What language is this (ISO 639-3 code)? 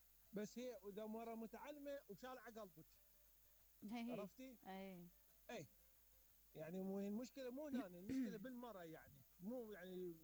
acm